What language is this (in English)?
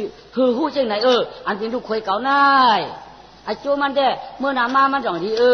Shan